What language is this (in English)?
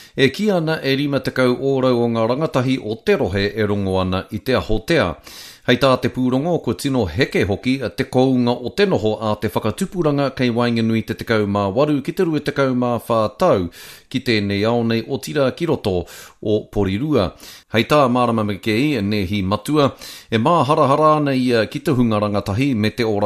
Māori